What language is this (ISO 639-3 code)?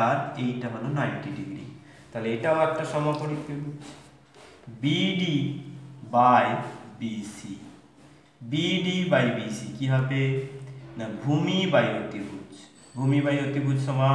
ben